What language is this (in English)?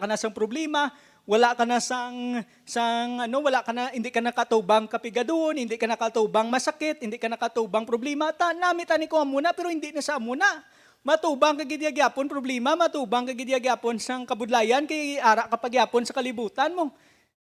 Hiligaynon